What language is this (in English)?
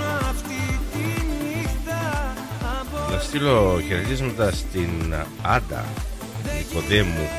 Greek